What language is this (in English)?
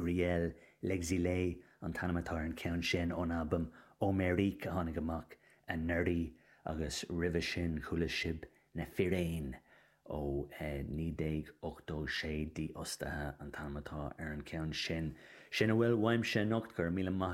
Irish